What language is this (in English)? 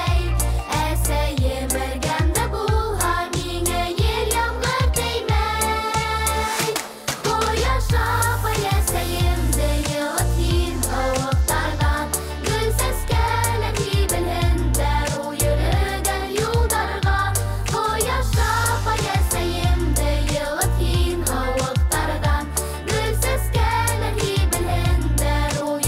Bashkir